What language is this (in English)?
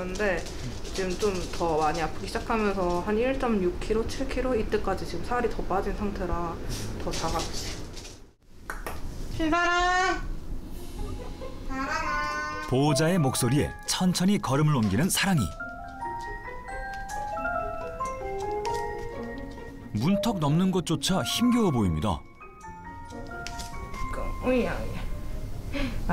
Korean